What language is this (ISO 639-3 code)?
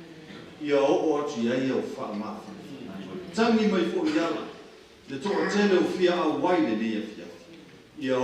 smo